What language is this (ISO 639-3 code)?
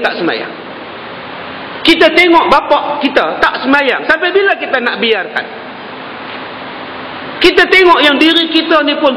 msa